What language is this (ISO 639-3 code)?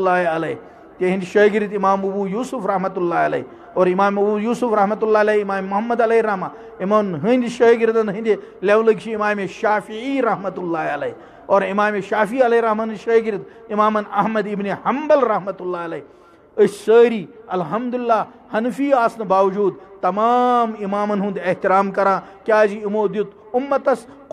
kas